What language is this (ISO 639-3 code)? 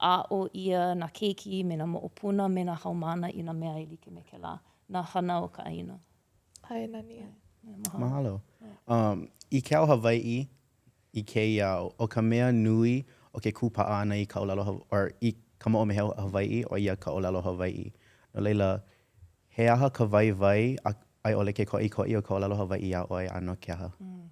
haw